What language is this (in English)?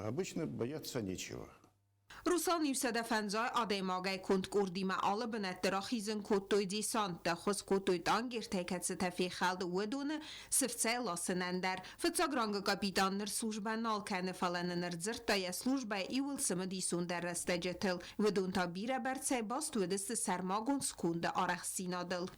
Ossetic